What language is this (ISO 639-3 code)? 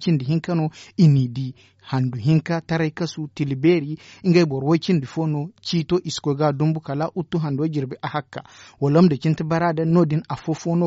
dje